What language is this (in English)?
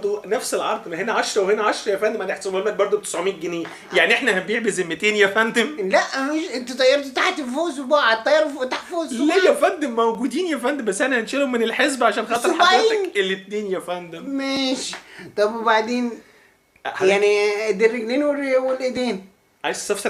Egyptian Arabic